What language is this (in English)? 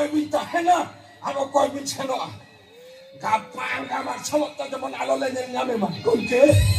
Santali